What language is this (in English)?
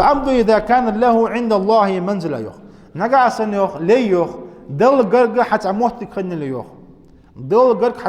Ingush